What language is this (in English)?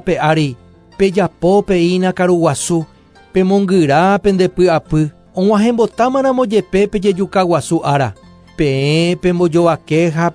Guarani